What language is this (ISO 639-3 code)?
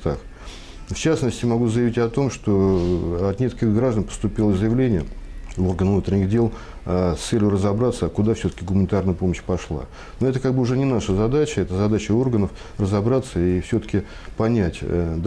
rus